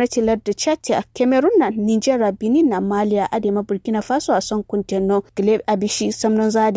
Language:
Kanuri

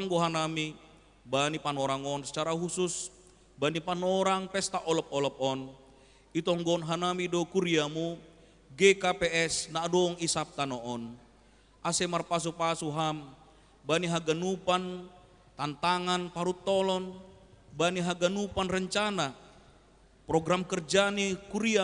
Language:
Batak Simalungun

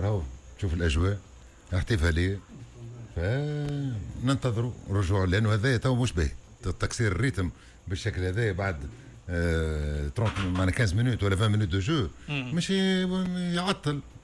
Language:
Tunisian Arabic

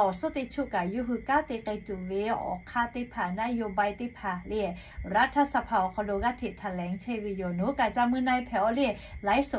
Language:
Lahu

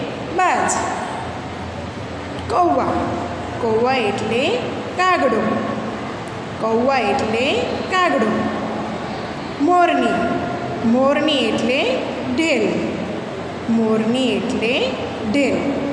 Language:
Gujarati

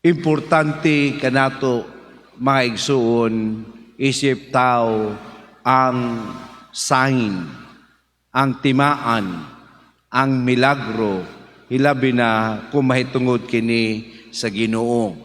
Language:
Cebuano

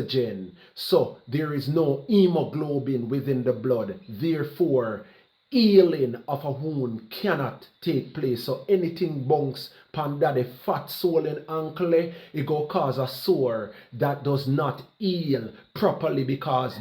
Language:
Jamaican Creole English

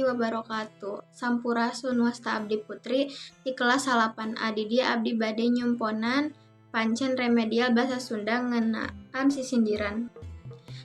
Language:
Sundanese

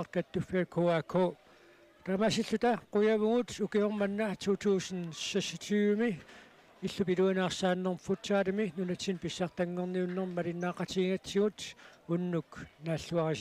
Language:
Kalaallisut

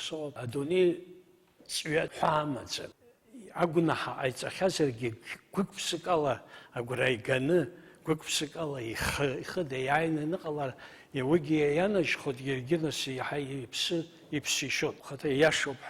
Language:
Abkhazian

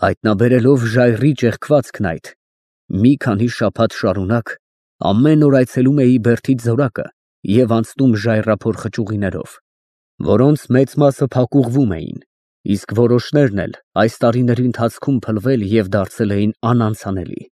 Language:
Armenian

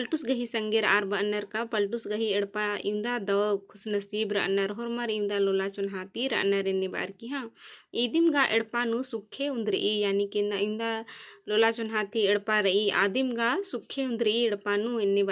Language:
Kurukh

